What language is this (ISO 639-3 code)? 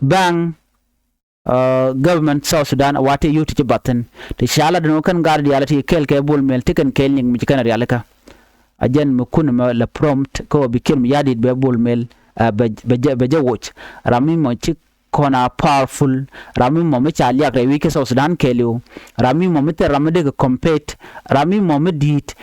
nus